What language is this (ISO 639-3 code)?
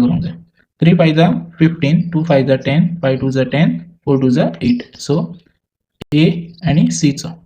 kok